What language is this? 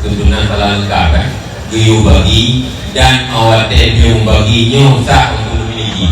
Achinese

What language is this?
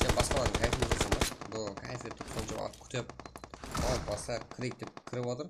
Kara-Kalpak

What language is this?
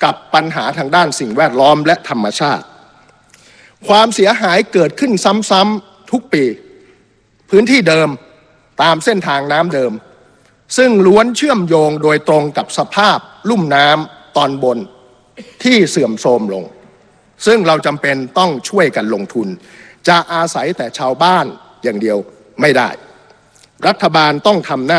Thai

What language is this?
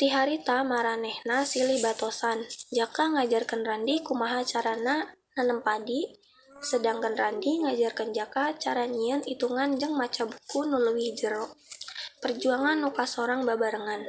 Sundanese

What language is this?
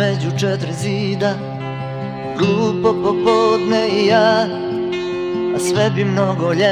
Serbian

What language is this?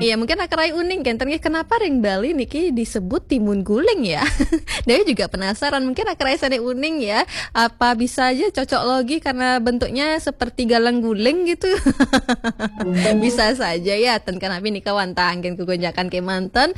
Balinese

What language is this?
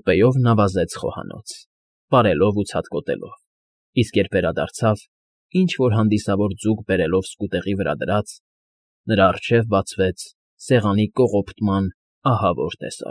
Armenian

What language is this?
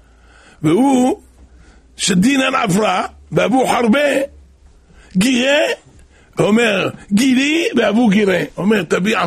Hebrew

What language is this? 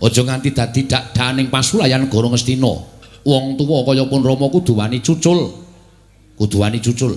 Javanese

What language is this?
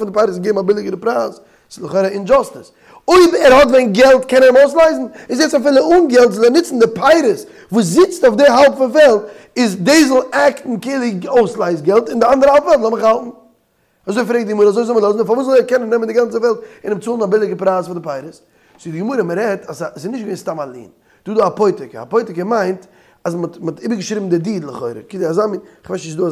Yiddish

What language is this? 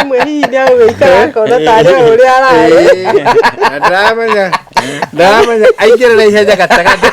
Kikuyu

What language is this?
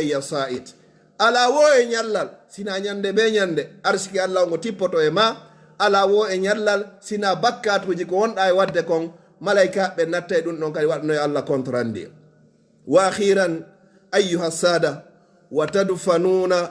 Pular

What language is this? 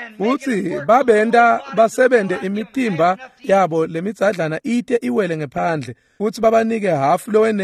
Swati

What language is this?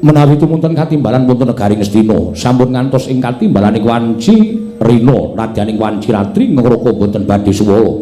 Javanese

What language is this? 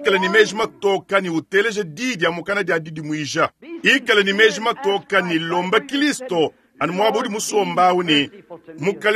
Luba-Lulua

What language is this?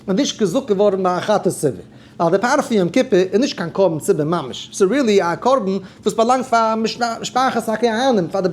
Yiddish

